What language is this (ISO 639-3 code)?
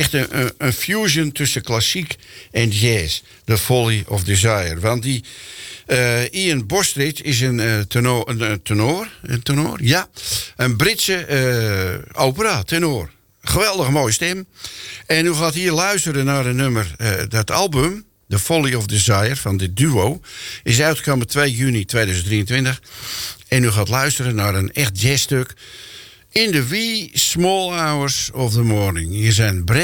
nld